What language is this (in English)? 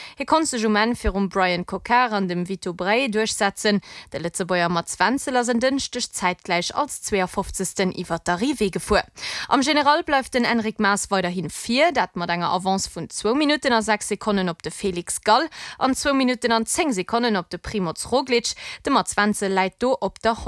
Luxembourgish